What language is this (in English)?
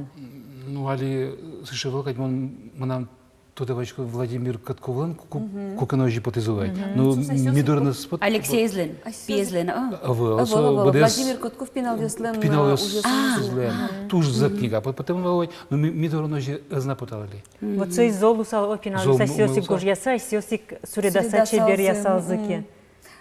Udmurt